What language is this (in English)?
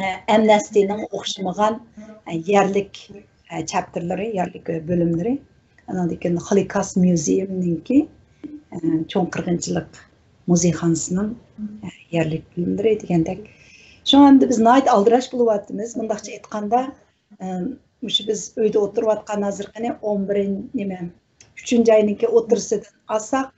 Uyghur